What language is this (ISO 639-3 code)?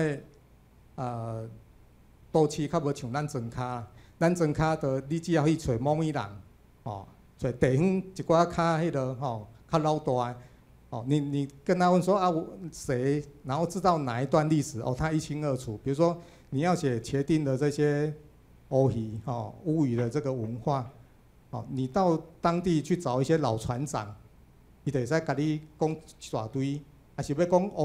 zho